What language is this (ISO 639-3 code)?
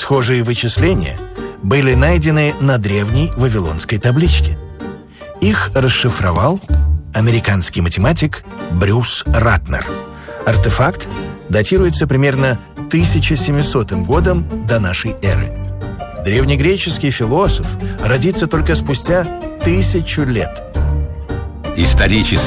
rus